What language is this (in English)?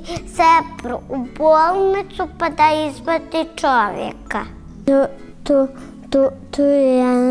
Bosnian